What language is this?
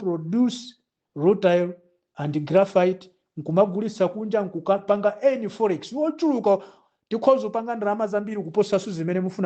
Nyanja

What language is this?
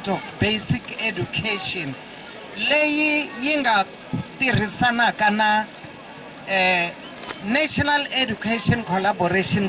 Tsonga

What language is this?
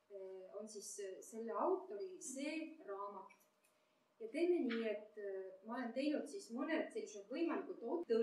Estonian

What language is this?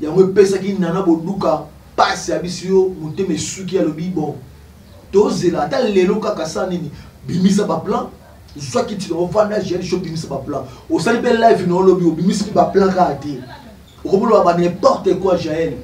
Lingala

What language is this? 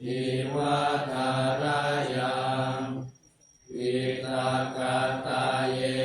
Pali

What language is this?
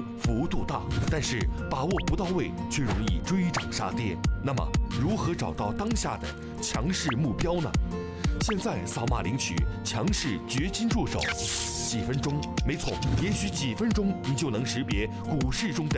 Chinese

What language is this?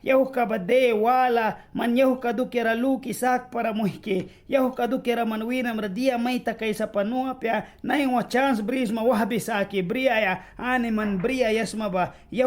Mískito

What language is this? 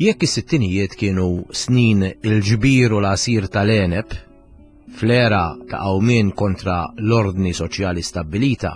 Maltese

